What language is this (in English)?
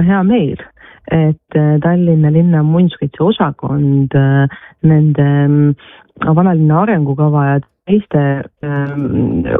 Estonian